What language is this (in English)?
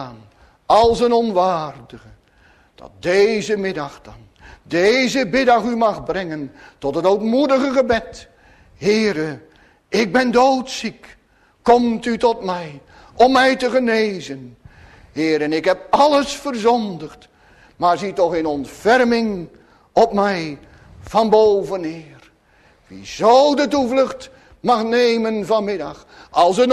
Dutch